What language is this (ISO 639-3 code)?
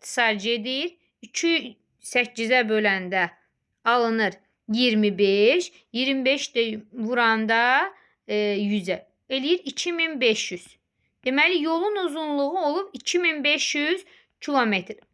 aze